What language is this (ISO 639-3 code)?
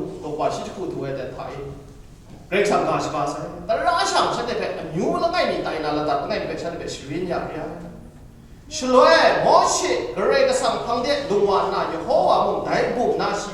kac